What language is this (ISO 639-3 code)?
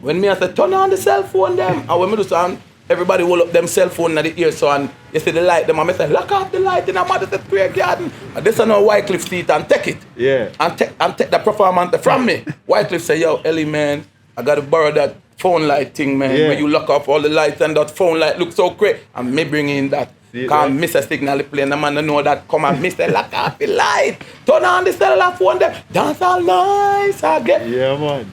jam